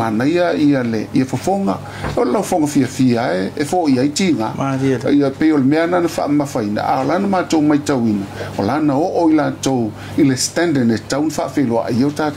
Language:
Samoan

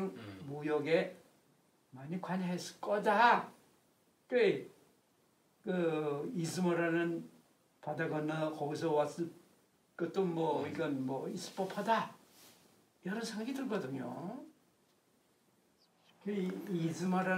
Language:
Korean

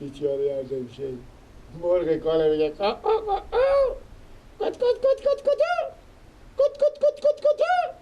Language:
Persian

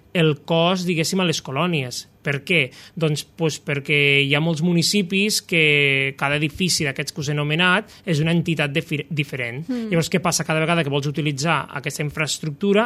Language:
Catalan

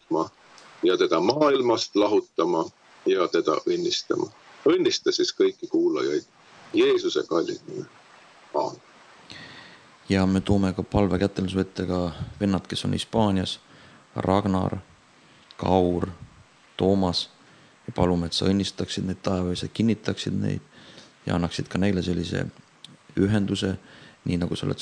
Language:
Estonian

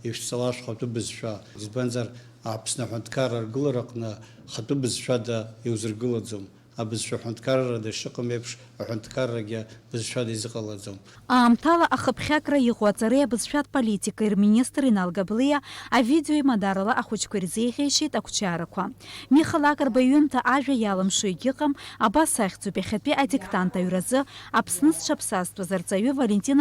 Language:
Abkhazian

